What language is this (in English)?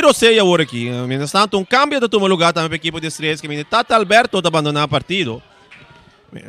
Papiamento